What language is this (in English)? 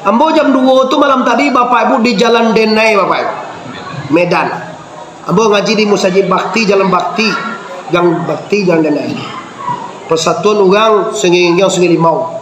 Minangkabau